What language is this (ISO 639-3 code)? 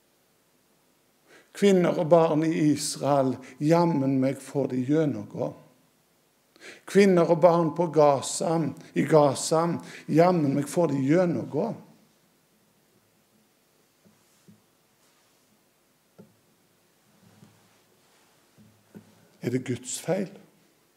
nor